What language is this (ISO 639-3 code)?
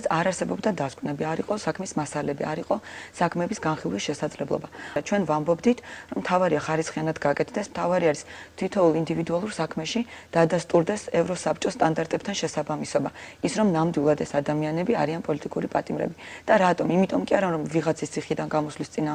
kat